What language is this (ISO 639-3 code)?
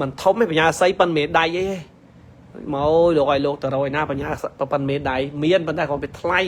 khm